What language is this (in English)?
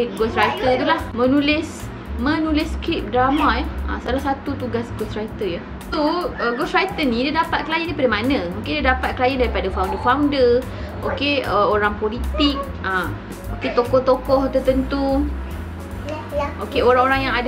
Malay